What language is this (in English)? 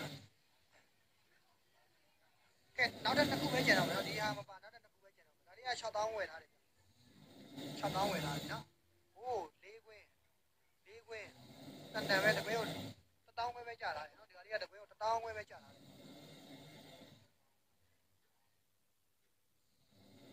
Burmese